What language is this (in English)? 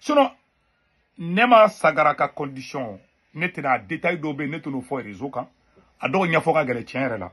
Bambara